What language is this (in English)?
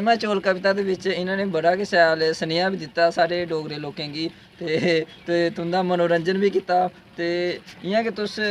Dogri